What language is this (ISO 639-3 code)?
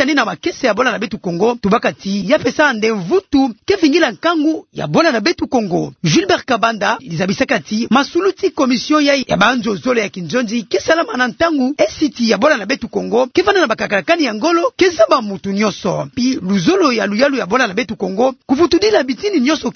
ktu